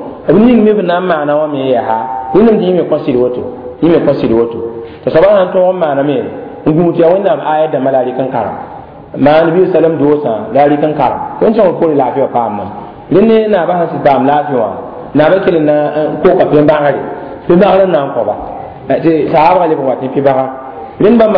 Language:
Mossi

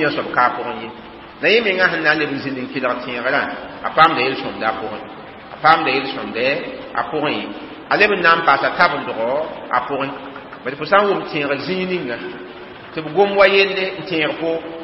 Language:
Mossi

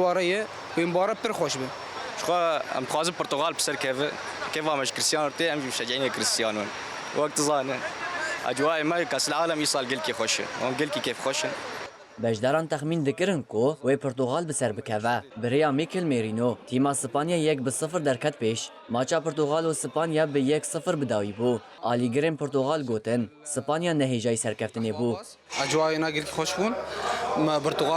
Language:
Kurdish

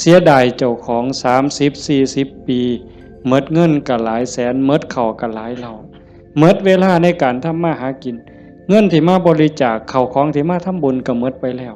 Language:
Northeastern Thai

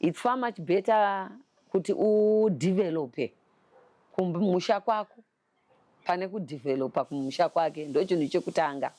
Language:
Shona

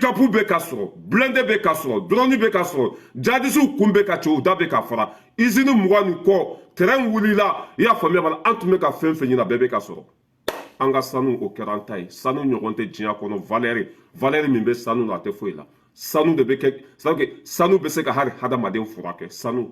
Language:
Bambara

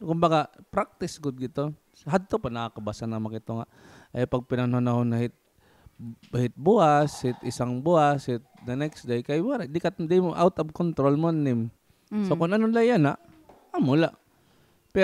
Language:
Waray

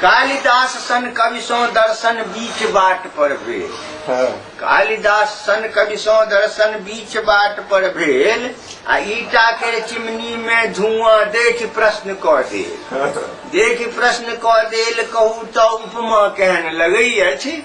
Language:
Maithili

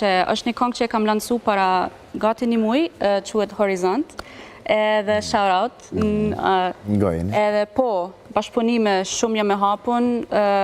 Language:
Albanian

